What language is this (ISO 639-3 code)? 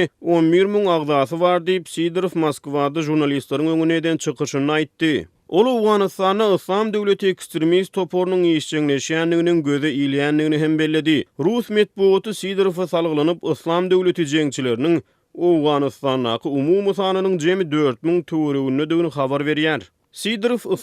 tuk